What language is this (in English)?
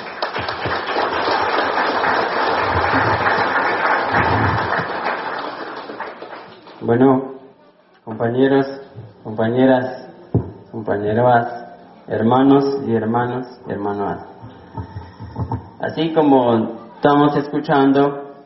Spanish